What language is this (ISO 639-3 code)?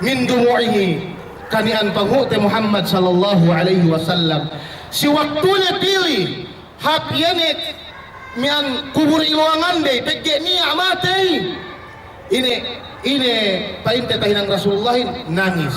yka